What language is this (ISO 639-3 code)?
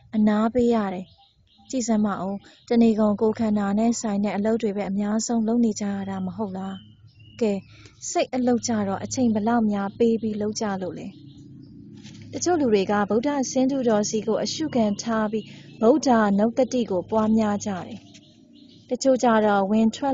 mya